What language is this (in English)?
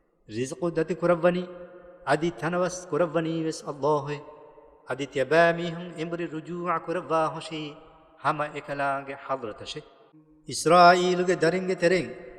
Divehi